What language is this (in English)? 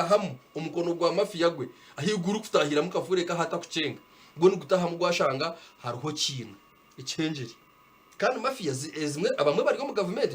Nyankole